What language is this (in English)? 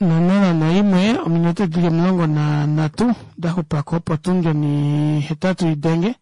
Kuanyama